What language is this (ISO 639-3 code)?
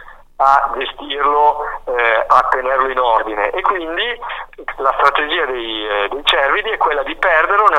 ita